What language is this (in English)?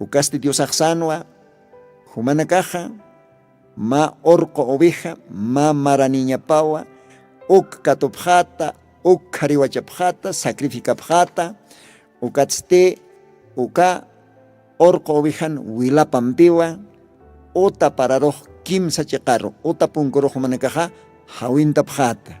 Aymara